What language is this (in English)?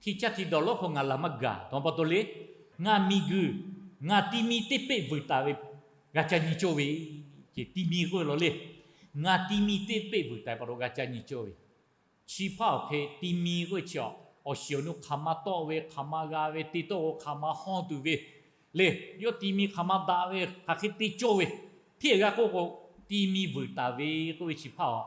Lahu